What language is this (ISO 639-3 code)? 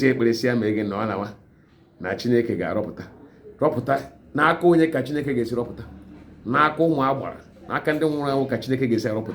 ibo